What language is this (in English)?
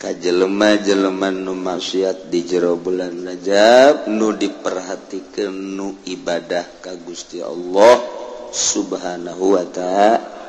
Sundanese